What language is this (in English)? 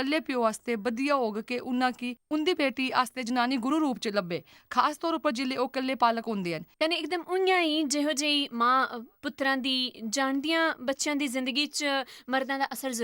Dogri